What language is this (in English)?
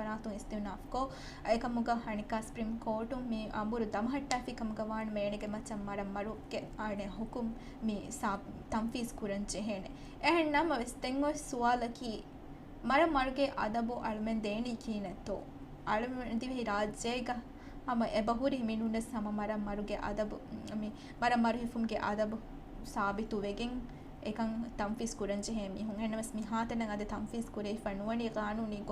Divehi